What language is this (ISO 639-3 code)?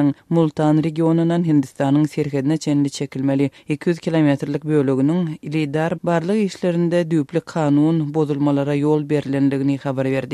tuk